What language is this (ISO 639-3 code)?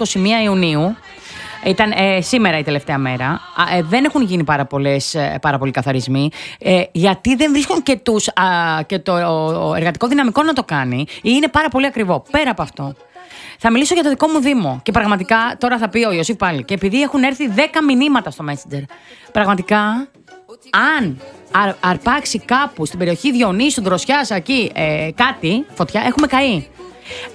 ell